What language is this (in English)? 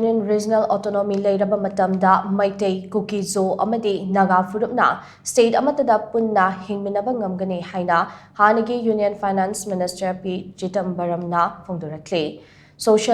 Manipuri